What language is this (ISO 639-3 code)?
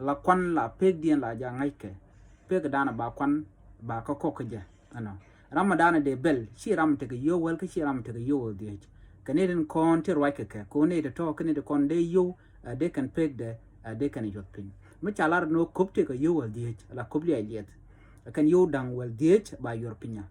nus